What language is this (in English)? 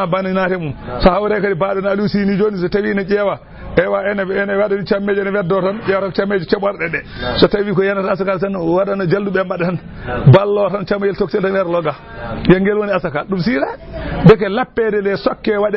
Fula